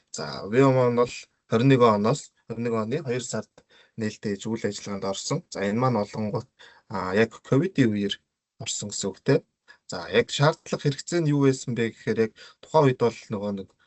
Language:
Mongolian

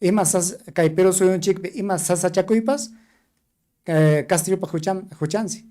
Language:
Ayacucho Quechua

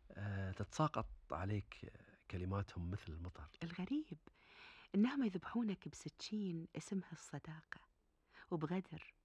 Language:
Gulf Arabic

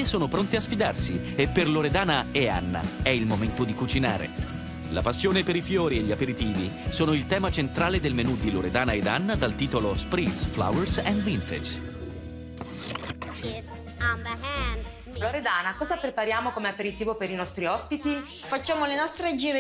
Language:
Italian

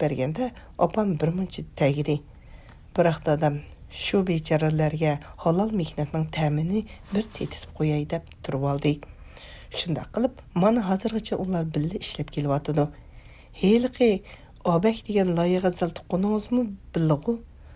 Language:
Uyghur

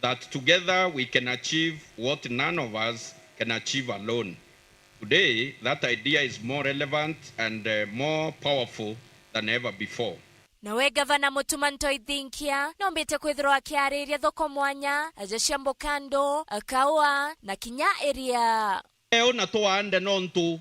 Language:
Meru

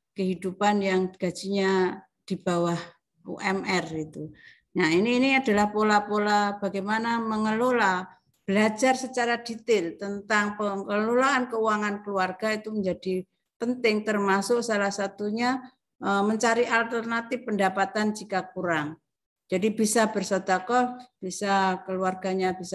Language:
Indonesian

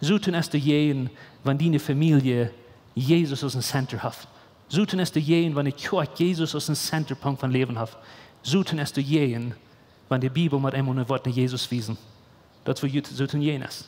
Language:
Plautdietsch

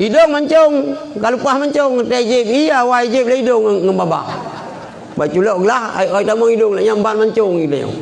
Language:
Achinese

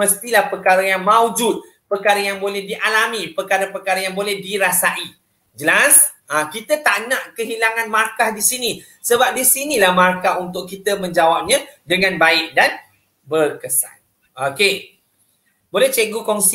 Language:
Malay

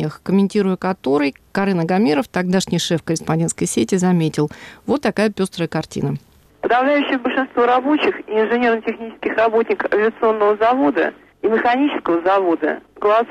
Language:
Russian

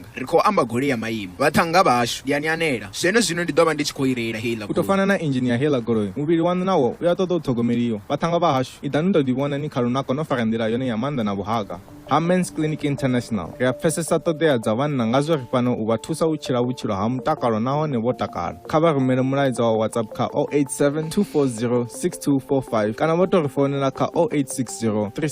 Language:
Venda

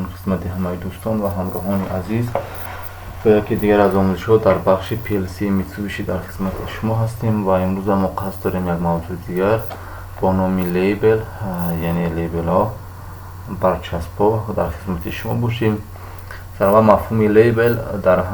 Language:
Tajik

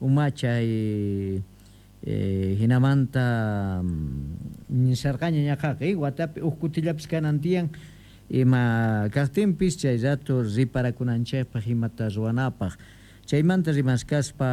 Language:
Quechua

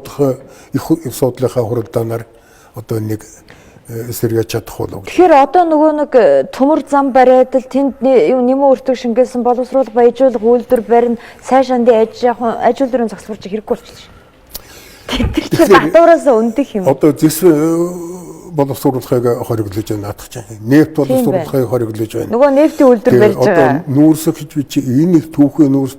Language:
Mongolian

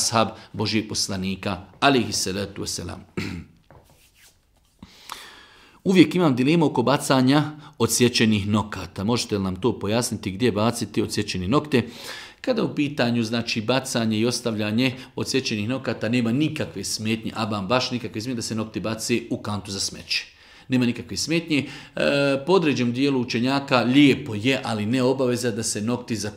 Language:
Bosnian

